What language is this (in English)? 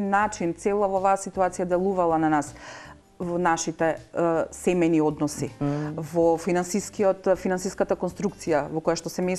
Macedonian